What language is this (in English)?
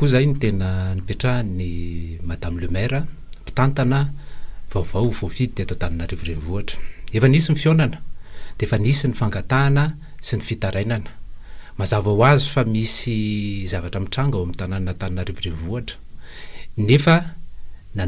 Malagasy